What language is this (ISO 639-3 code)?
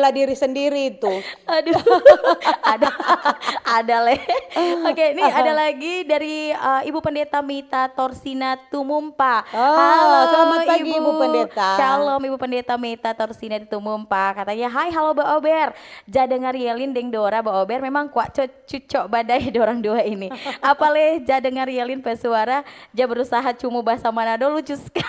xmm